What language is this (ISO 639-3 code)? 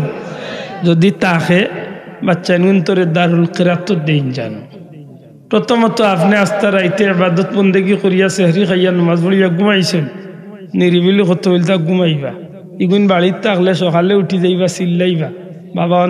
syl